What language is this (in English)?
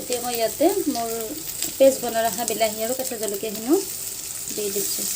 Assamese